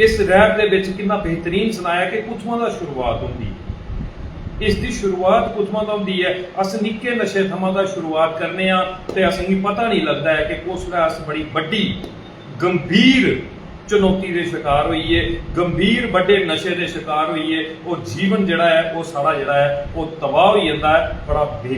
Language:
Dogri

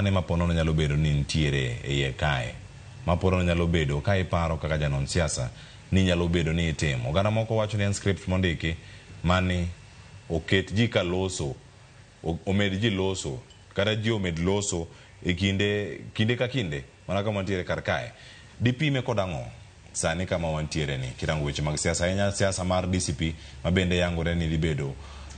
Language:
Luo (Kenya and Tanzania)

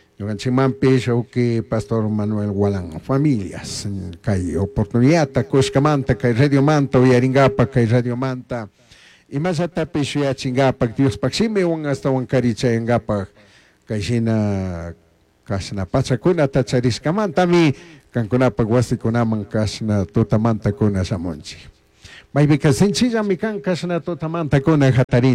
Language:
Chimborazo Highland Quichua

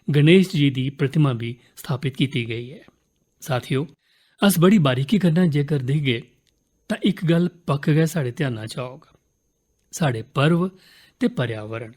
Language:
Dogri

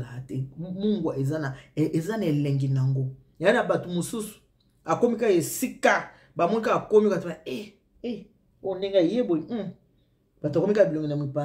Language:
Lingala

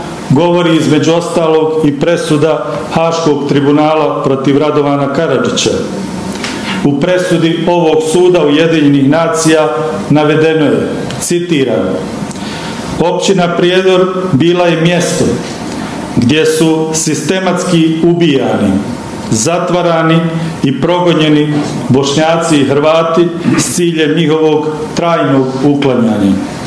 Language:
Bosnian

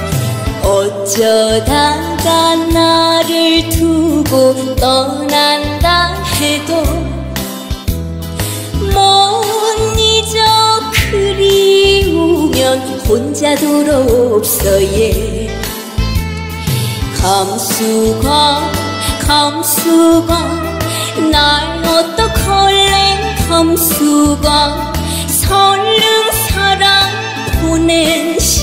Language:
Korean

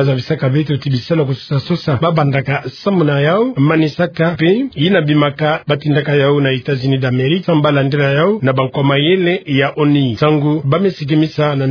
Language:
Kituba (Democratic Republic of Congo)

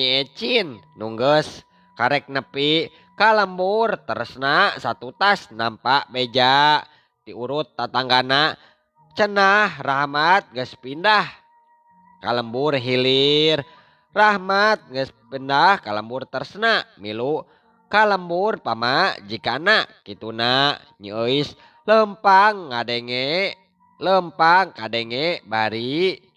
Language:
Sundanese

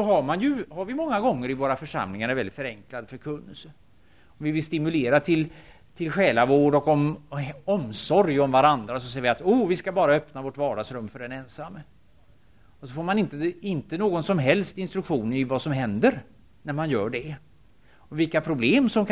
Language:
Swedish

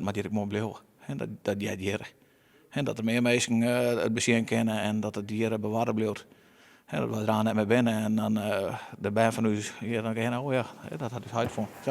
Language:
Western Frisian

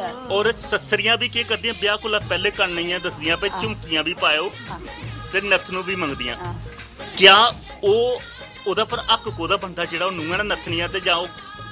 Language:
Dogri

